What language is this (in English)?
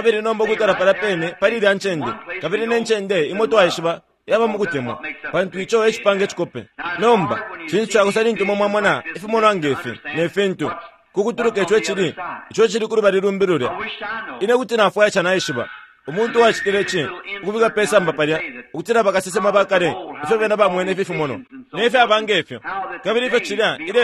Bemba